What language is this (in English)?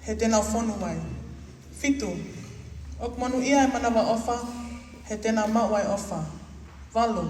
Tongan